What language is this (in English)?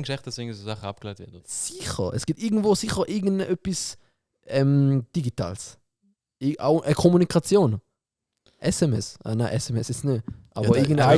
Swiss German